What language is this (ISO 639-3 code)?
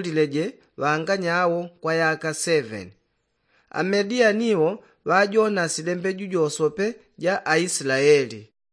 yao